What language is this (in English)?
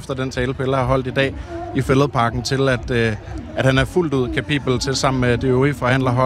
Danish